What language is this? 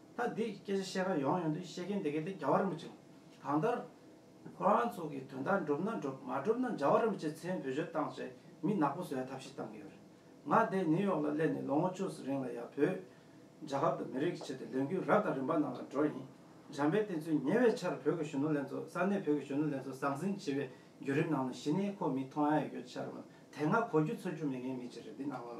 Tibetan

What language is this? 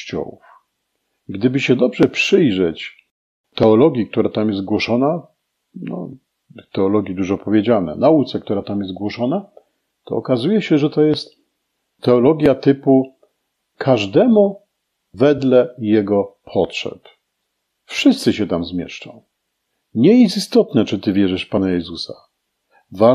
Polish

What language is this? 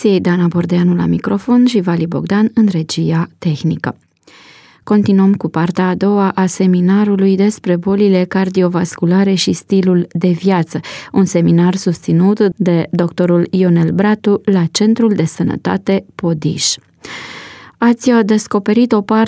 Romanian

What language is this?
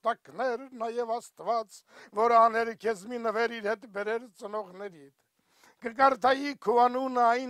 Armenian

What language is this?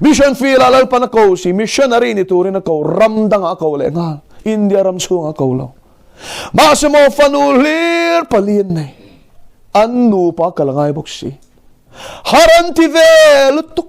Mizo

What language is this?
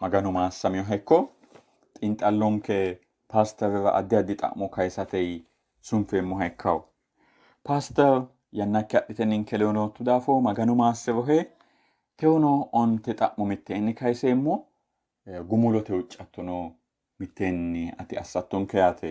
Sidamo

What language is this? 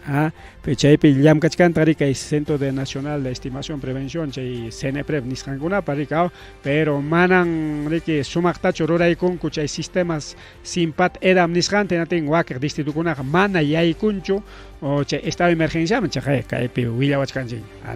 Ayacucho Quechua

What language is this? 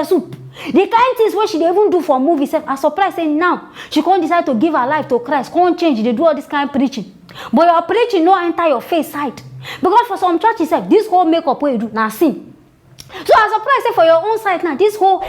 Nigerian Pidgin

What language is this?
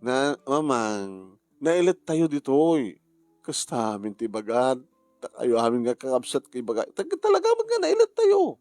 Iloko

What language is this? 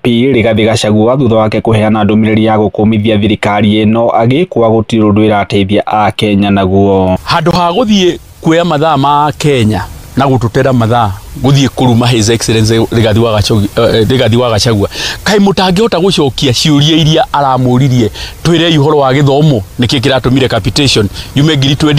Kikuyu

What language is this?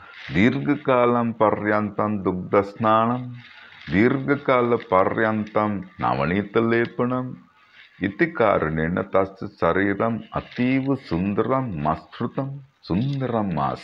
Sanskrit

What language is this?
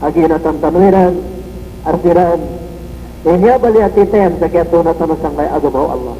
Maranao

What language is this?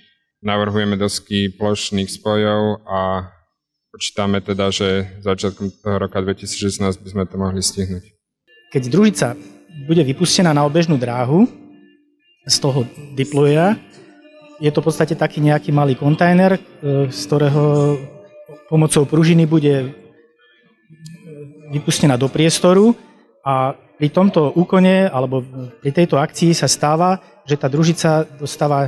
Slovak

